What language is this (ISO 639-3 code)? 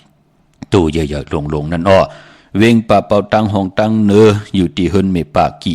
shn